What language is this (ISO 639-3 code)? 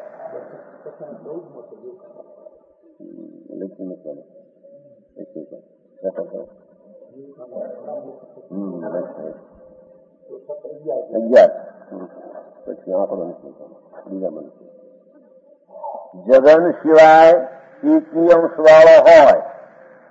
guj